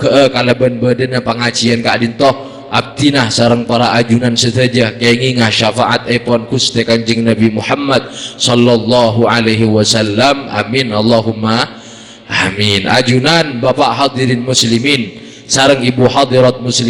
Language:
Madurese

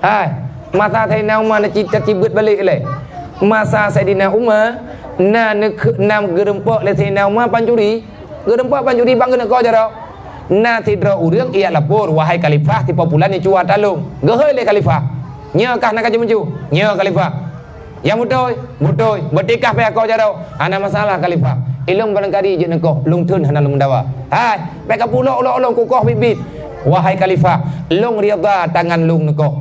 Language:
Achinese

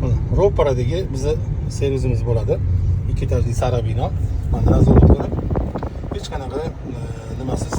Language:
Uzbek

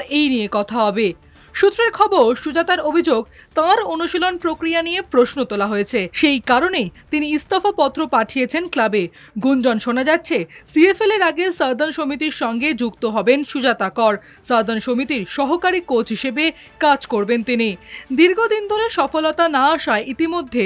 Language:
Bangla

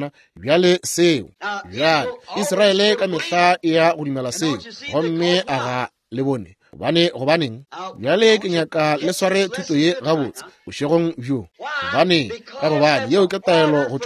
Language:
Northern Sotho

